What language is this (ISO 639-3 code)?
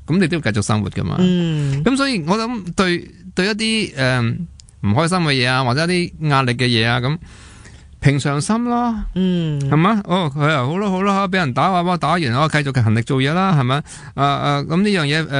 yue